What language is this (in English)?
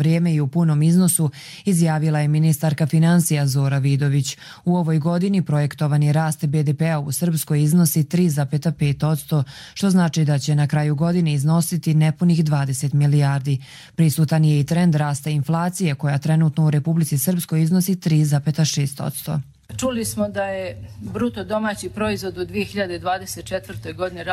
Croatian